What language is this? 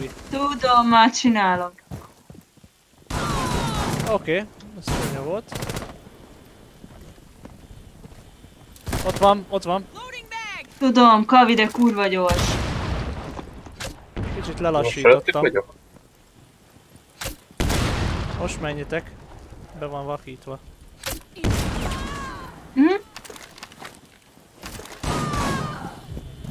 Hungarian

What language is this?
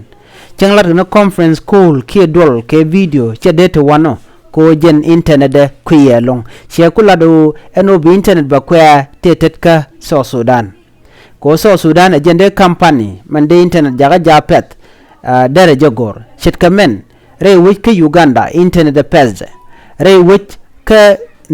Nuer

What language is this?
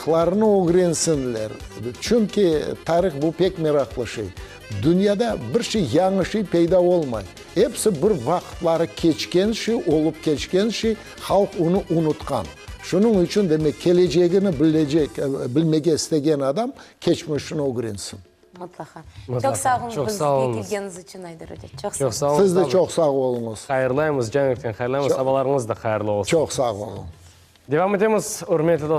Crimean Tatar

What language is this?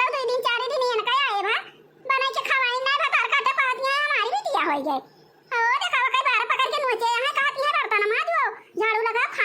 Awadhi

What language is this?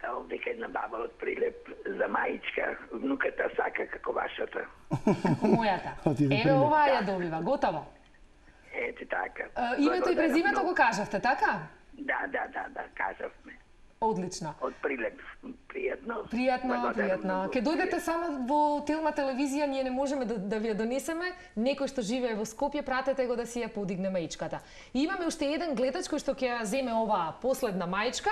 Macedonian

